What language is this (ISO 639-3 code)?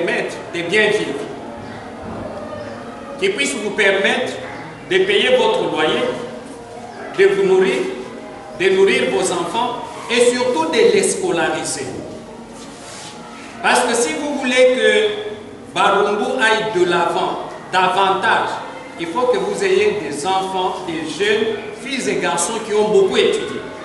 fra